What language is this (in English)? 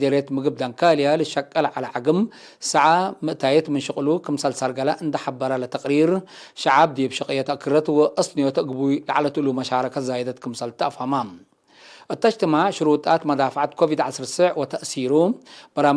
Tigre